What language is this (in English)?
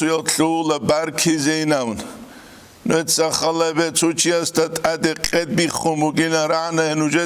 Avaric